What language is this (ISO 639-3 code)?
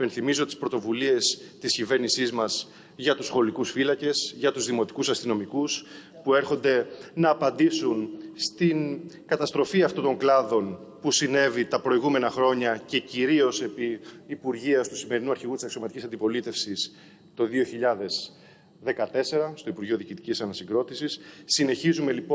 ell